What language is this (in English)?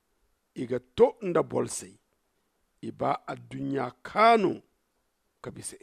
Zarma